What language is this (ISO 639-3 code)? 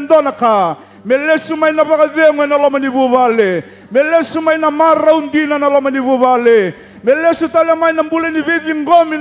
fij